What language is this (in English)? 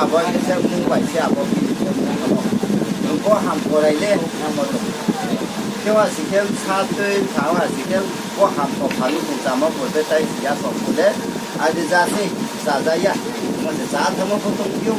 Riang (India)